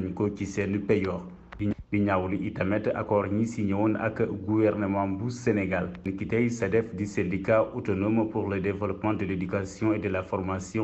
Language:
Wolof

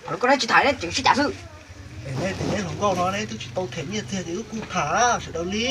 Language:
Hmong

